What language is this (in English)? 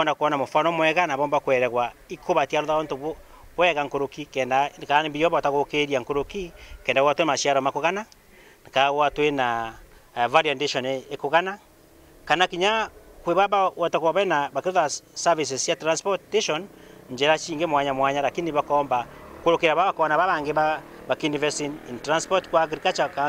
Meru